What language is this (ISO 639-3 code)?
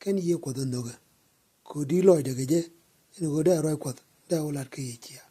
nus